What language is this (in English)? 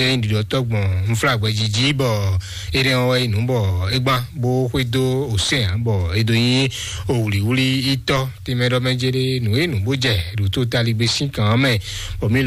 Fon